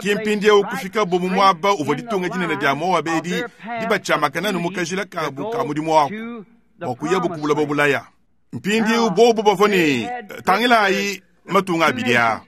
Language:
Luba-Lulua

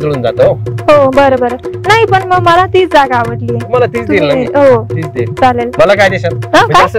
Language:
Marathi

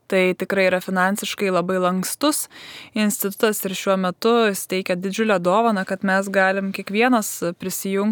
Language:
Lithuanian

